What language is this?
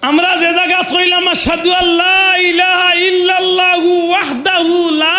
Sylheti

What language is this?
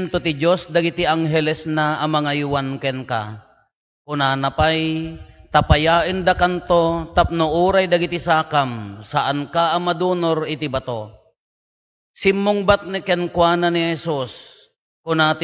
Iloko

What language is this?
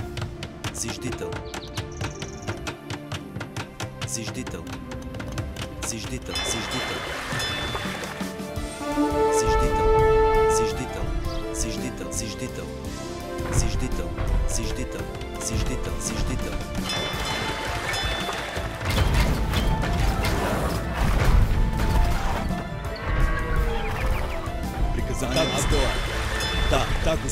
Bulgarian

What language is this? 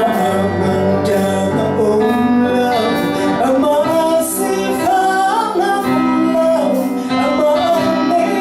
Falam Chin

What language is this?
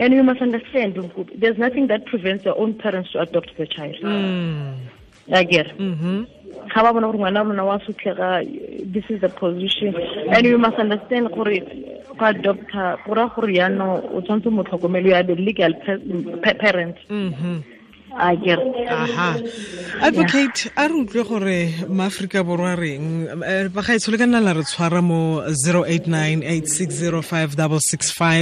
Tswana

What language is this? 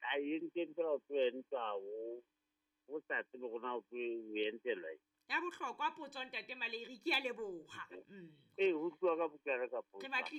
Southern Sotho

